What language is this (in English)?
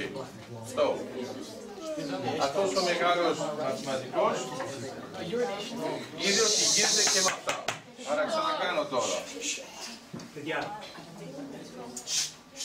Greek